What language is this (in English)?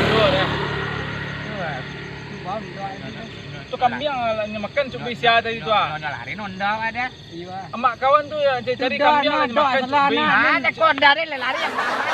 Minangkabau